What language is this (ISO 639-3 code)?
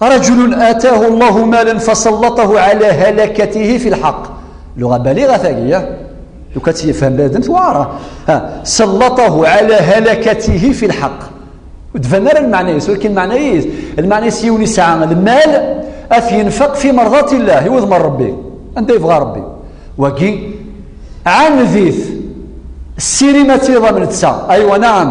kab